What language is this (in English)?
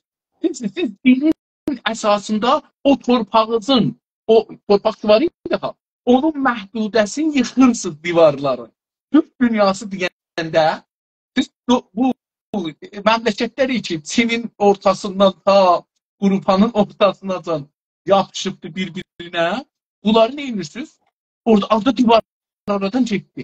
South Azerbaijani